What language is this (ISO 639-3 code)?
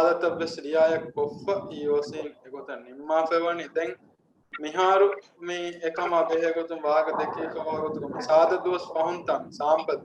div